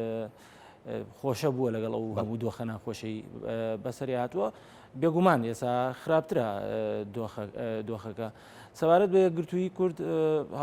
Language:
Central Kurdish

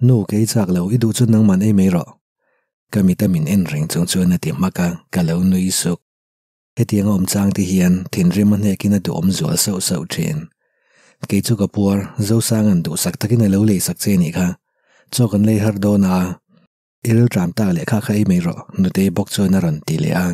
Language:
Mizo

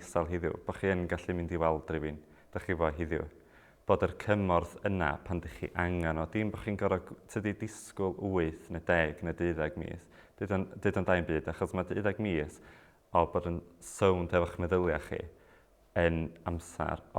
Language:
Welsh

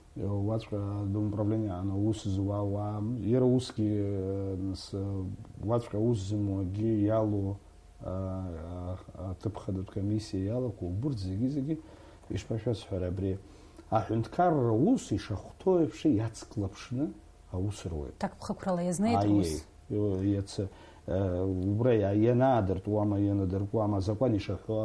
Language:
Abkhazian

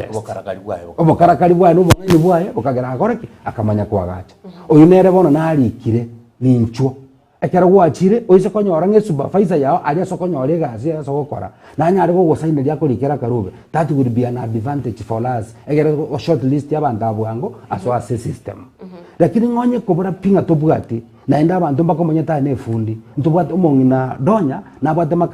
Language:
Gusii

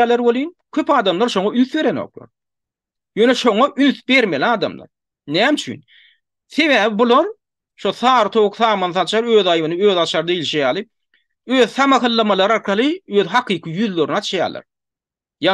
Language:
Turkmen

